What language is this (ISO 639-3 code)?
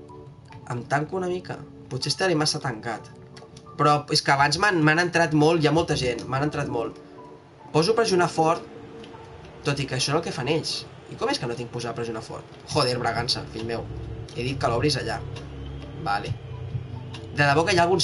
cat